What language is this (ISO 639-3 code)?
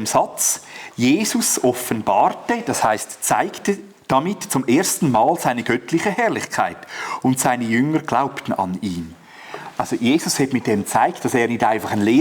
gsw